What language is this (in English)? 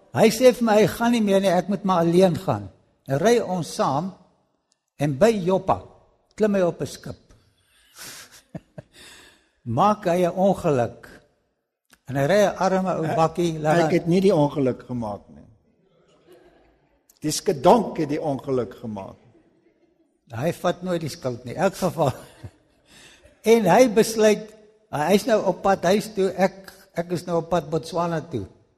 Afrikaans